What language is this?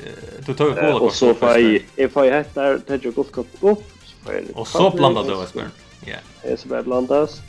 Faroese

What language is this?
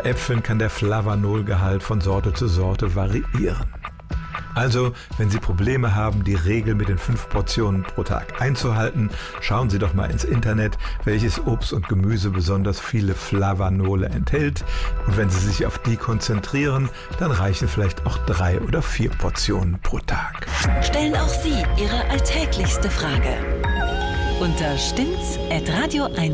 German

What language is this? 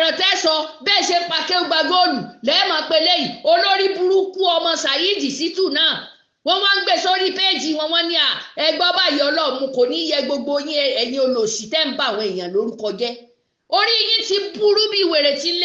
Yoruba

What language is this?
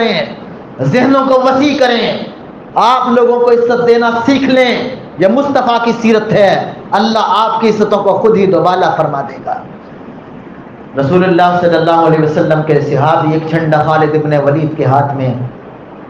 Urdu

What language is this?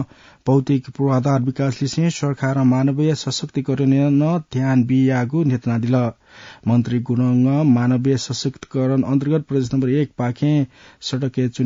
Newari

